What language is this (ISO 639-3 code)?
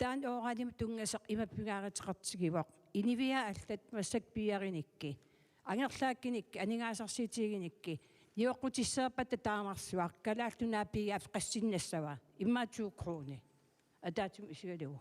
kal